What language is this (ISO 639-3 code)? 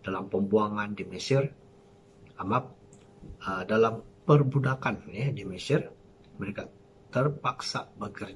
ind